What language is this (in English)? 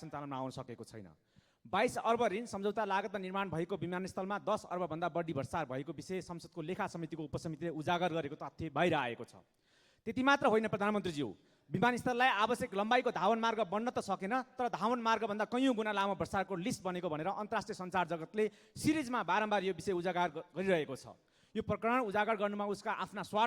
Nepali